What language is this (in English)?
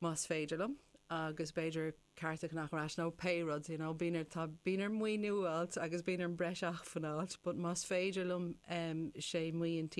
Irish